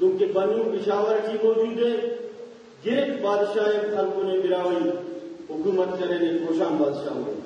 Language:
Brahui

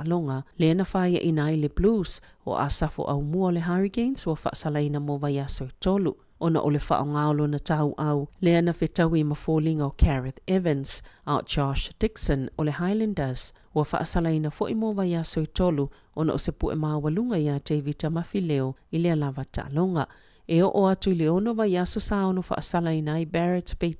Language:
Samoan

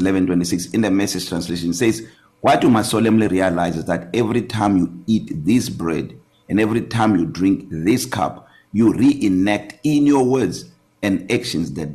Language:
English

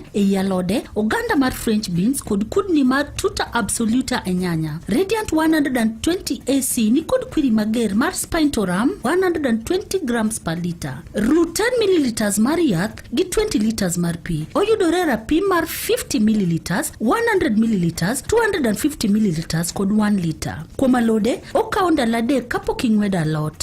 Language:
Luo (Kenya and Tanzania)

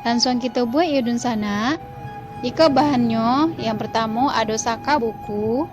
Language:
Minangkabau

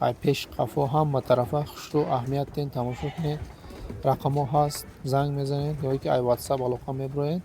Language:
Tajik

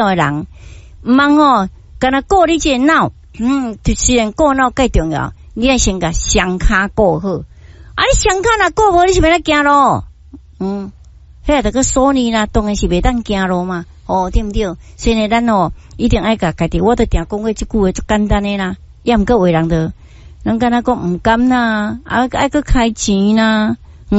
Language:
Min Nan Chinese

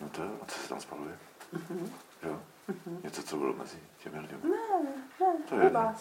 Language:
Czech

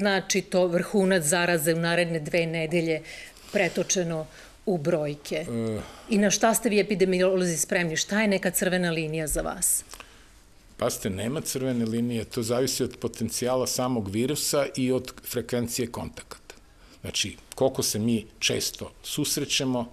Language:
Serbian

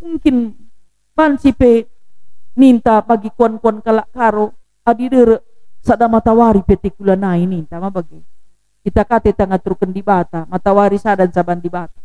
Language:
Batak Karo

